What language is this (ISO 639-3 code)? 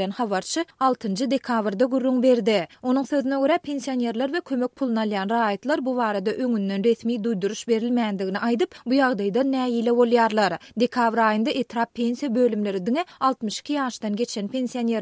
tuk